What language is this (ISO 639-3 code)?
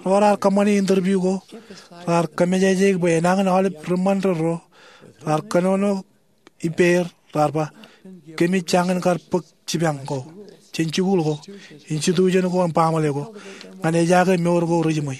mah